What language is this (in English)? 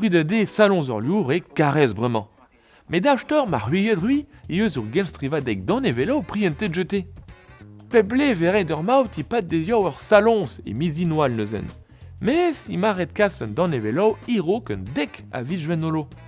Breton